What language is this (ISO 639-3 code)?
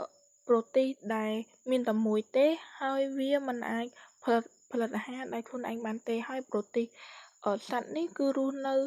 khm